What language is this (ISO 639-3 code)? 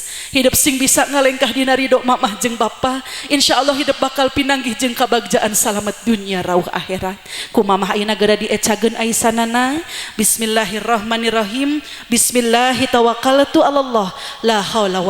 sun